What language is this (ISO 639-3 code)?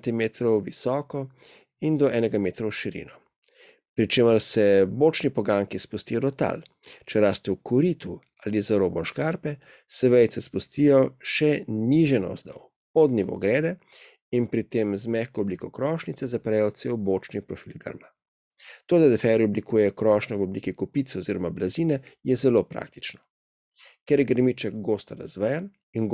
slv